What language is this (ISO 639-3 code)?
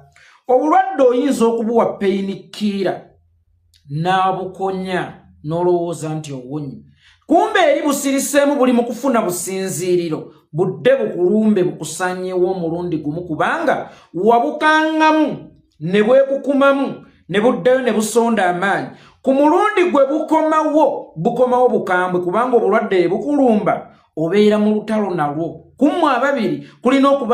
lug